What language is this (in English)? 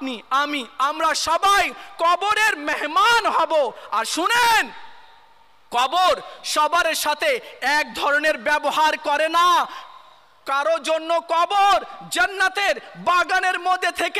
Bangla